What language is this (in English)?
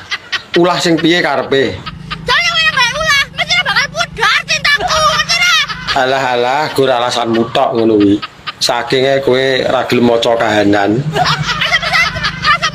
Javanese